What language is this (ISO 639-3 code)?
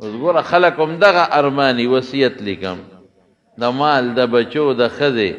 pus